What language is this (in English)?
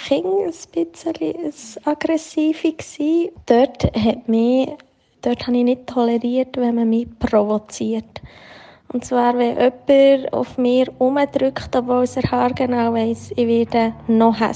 Swiss German